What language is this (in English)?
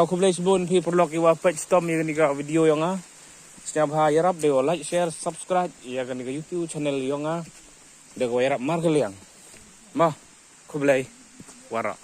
Khasi